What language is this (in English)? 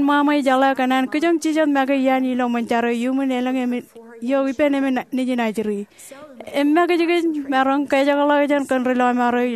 Marshallese